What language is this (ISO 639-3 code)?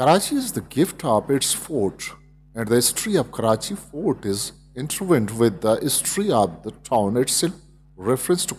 bgp